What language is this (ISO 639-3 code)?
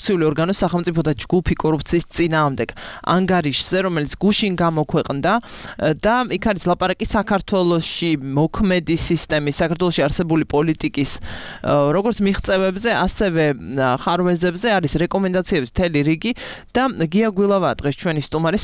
kat